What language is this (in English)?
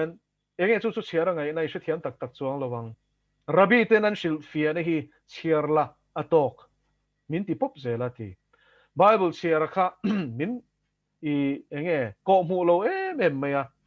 Mizo